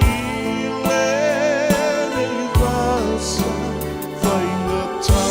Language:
Samoan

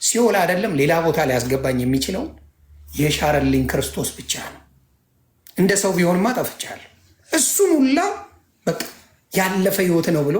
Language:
Amharic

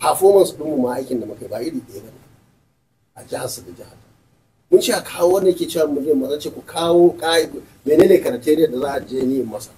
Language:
Hausa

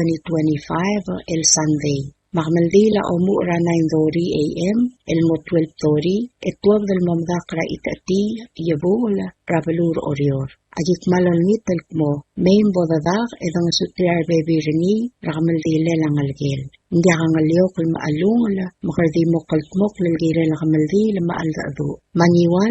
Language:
Palauan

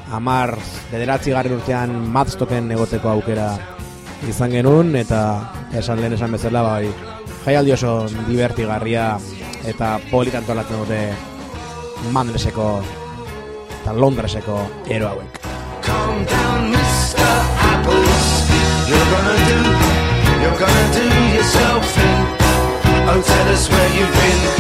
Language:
Basque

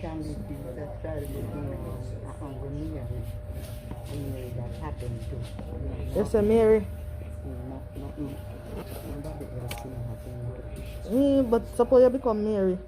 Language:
Jamaican Creole English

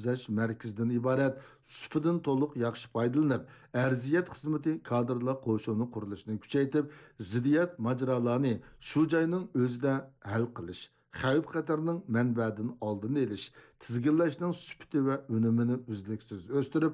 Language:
Uyghur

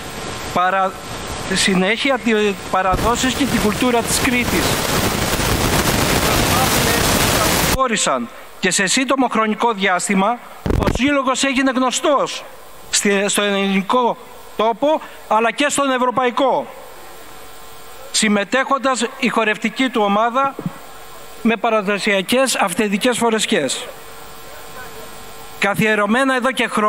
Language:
Greek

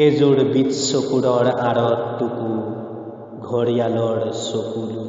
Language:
Assamese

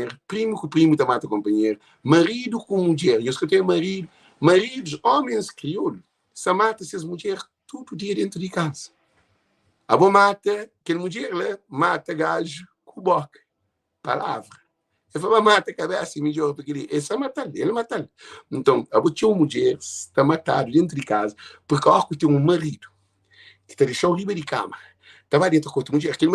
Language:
Kabuverdianu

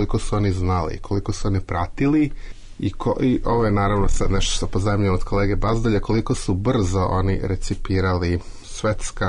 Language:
Serbian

